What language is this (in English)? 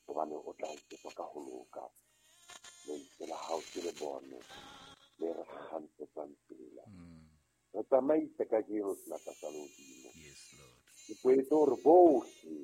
Southern Sotho